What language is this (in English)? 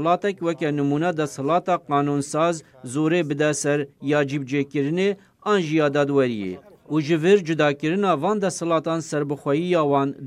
Kurdish